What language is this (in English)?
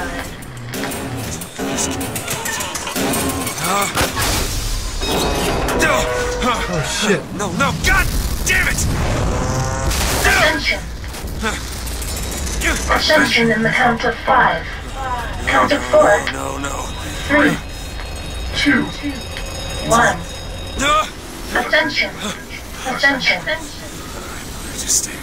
English